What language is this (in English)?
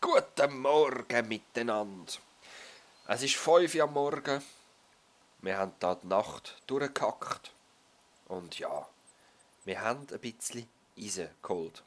Swiss German